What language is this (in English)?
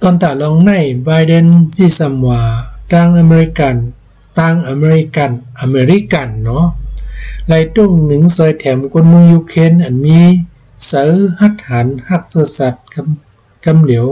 Shan